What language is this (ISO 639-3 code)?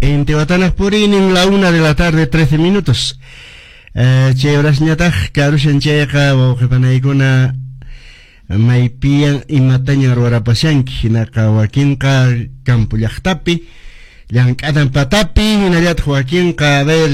que